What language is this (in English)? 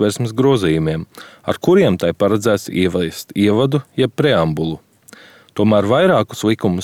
Latvian